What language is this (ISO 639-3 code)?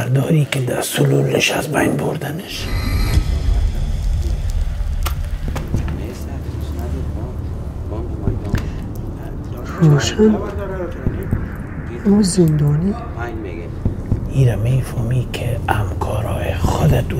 fas